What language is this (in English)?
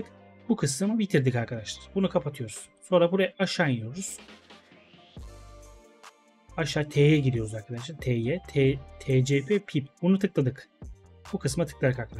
Turkish